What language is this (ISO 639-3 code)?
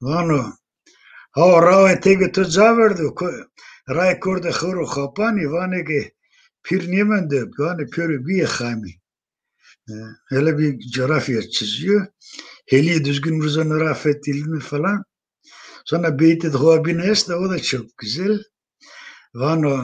zza